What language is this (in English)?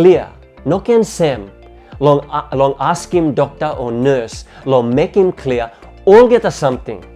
Tok Pisin